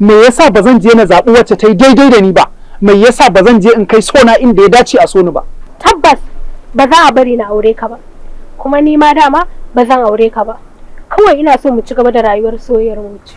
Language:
Hausa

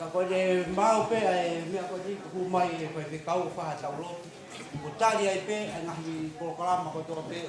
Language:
Tongan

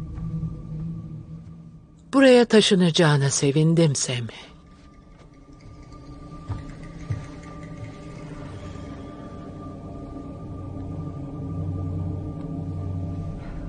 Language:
Turkish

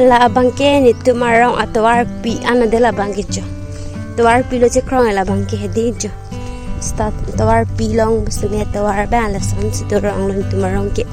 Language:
Karbi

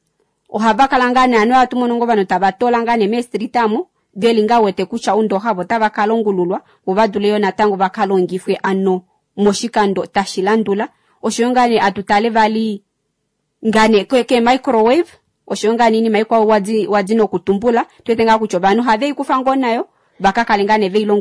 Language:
Kuanyama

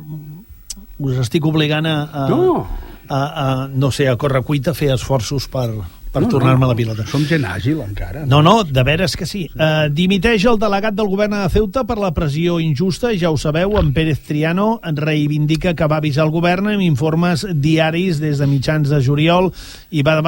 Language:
Catalan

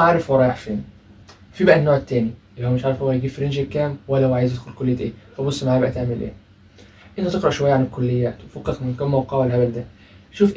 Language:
Egyptian Arabic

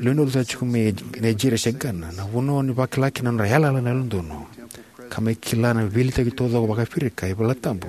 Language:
Fijian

